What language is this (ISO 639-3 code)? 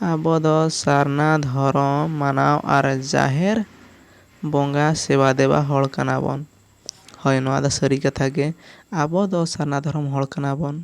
sat